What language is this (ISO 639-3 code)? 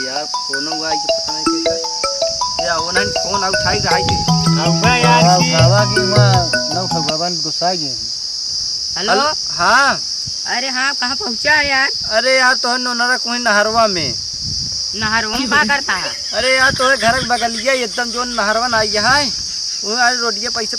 awa